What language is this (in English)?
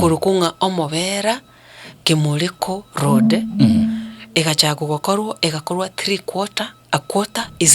Gusii